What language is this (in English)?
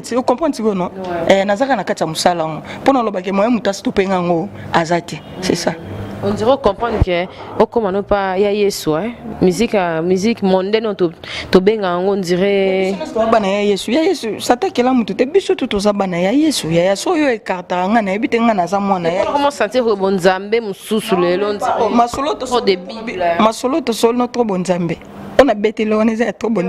Lingala